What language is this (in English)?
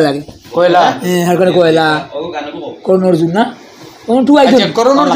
Sylheti